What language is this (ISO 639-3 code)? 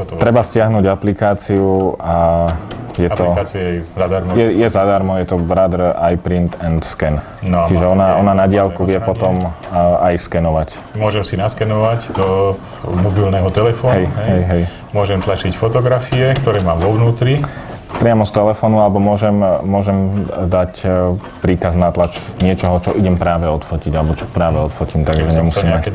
slk